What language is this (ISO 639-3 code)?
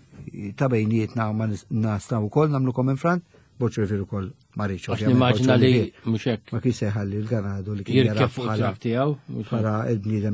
mlt